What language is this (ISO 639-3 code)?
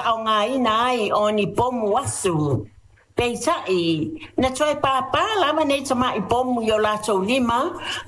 smo